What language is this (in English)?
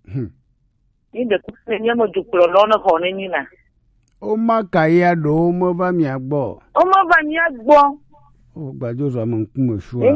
Gen